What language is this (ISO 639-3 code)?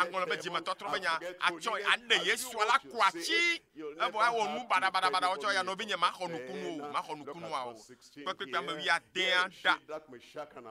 ewe